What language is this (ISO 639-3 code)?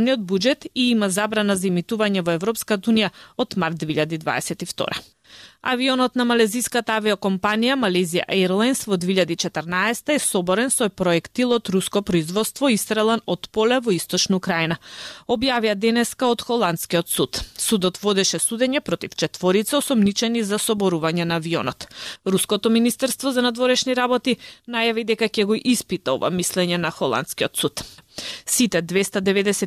mkd